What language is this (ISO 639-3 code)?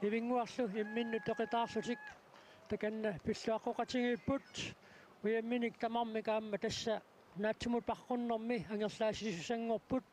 kal